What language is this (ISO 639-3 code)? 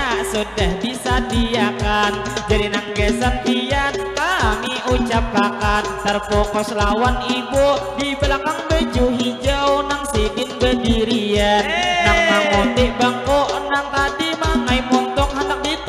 bjn